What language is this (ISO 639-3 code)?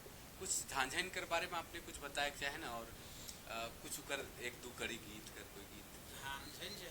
sck